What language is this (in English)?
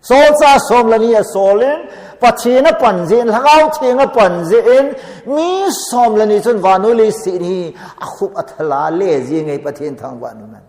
Thado Chin